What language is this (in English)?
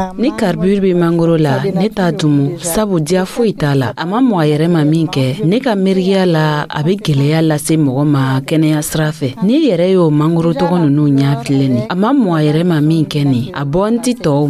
Dyula